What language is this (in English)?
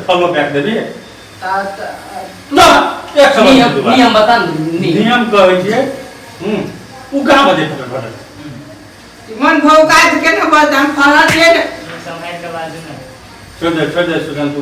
Maithili